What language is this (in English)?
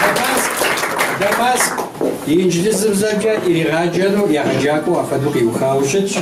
Kabardian